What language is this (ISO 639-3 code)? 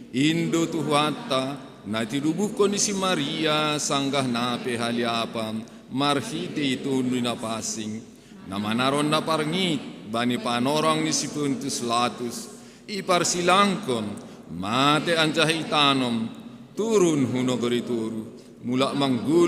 bts